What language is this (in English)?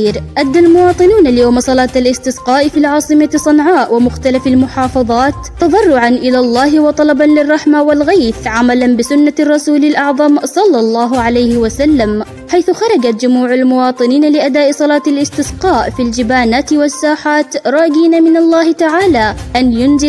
Arabic